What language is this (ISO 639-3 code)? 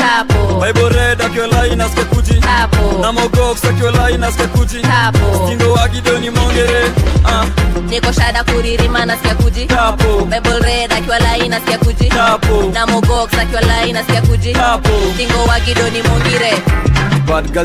swa